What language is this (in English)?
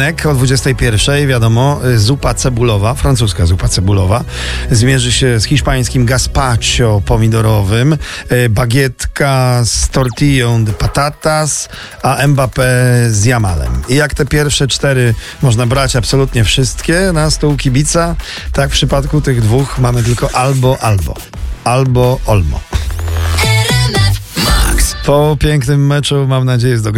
Polish